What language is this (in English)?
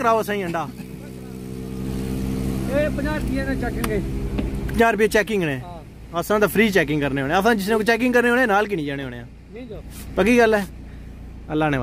Pahari-Potwari